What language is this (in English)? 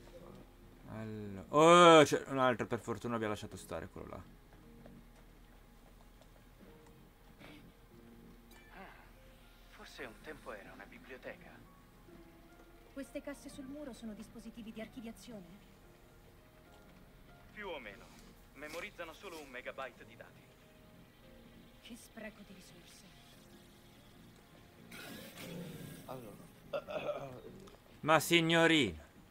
Italian